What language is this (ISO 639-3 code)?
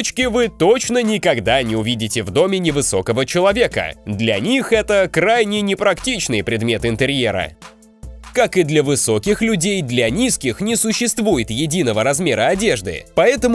rus